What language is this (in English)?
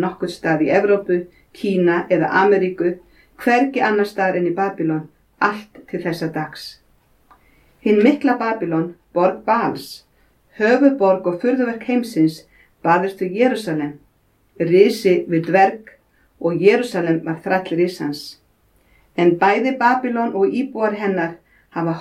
Icelandic